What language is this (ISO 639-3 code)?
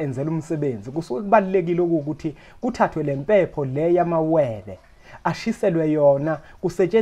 zul